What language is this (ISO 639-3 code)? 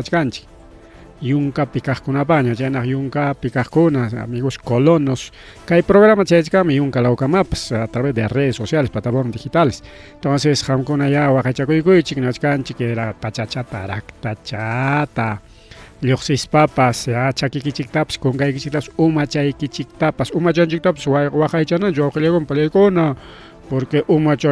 quy